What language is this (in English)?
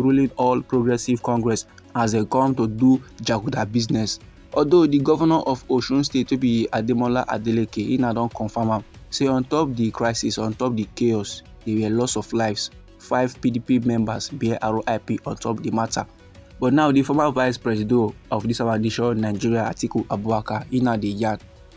Nigerian Pidgin